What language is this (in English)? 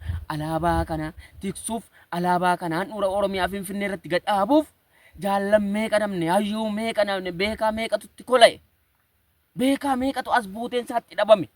Oromo